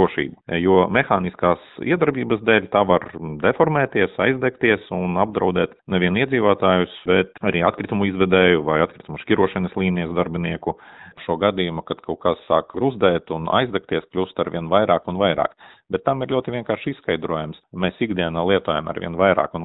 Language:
Latvian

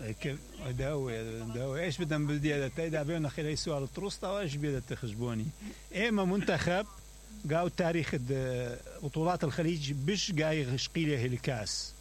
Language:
Mesopotamian Arabic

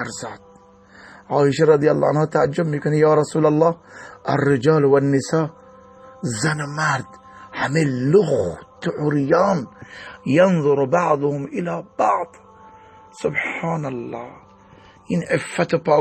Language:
Persian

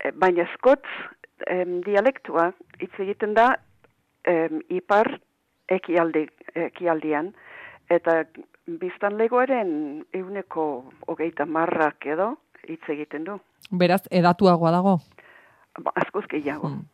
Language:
Basque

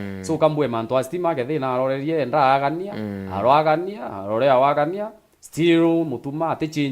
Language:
Meru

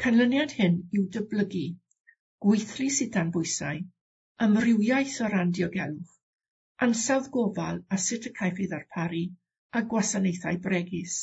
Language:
Welsh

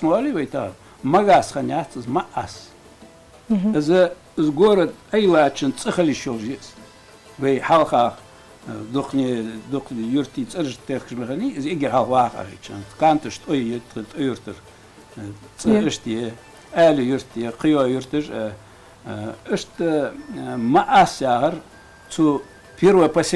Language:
Ingush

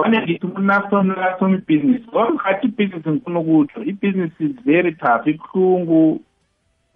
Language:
South Ndebele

